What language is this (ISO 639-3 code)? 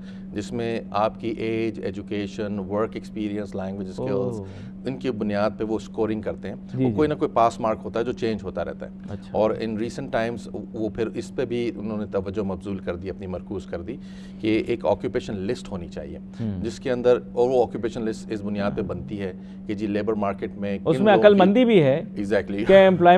urd